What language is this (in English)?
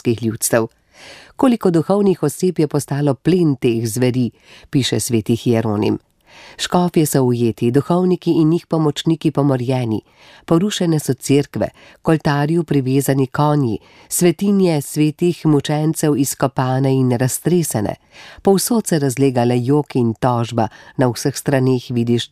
Slovenian